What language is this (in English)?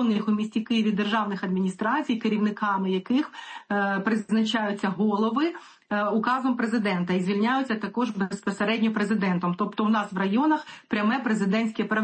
Ukrainian